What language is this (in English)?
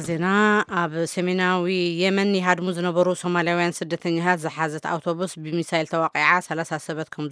Tigrinya